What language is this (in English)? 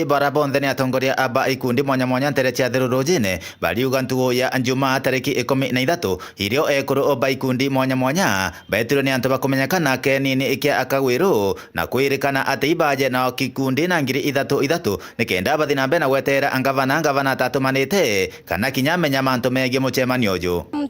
Meru